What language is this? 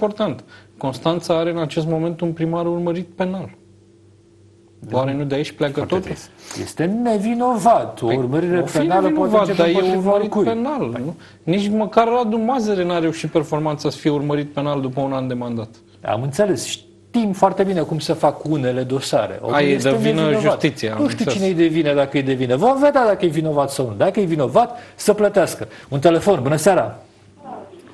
Romanian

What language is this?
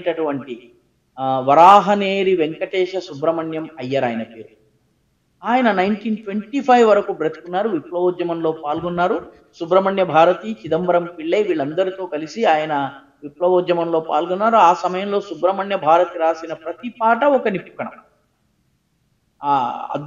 Telugu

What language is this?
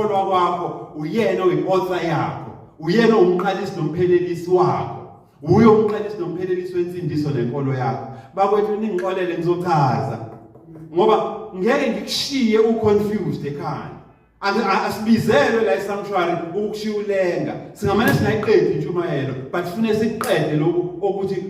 Zulu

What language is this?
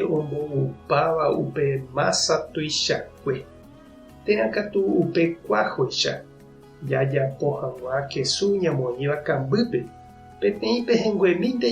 Guarani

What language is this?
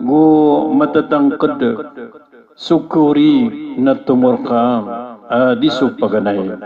Maranao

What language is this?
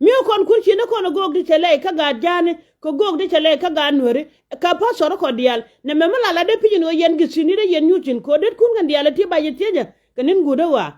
Nuer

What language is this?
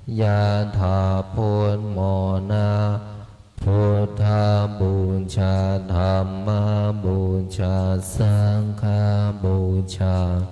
Pali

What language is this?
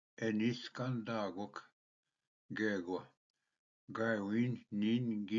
Ojibwa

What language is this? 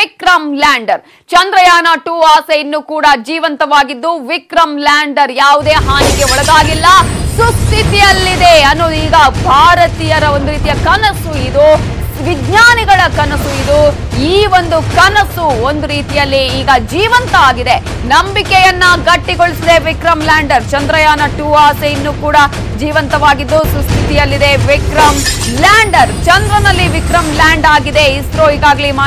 Kannada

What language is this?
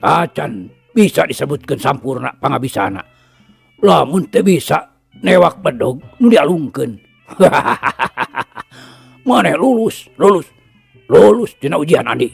Sundanese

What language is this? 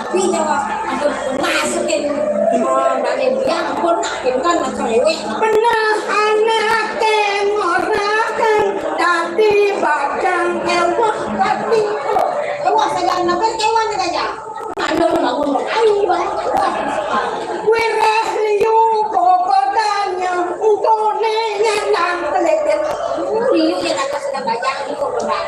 Balinese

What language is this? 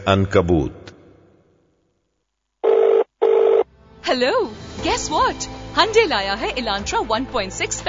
Urdu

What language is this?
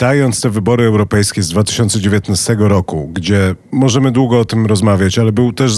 Polish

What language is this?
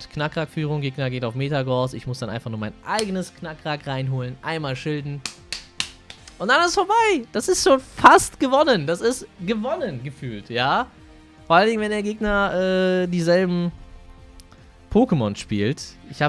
German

